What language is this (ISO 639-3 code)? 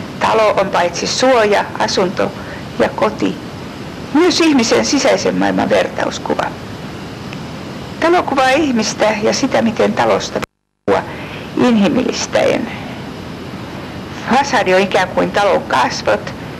fin